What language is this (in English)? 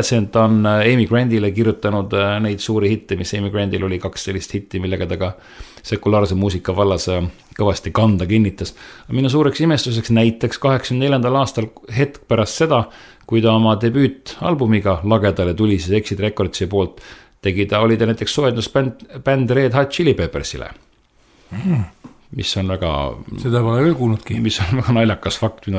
Estonian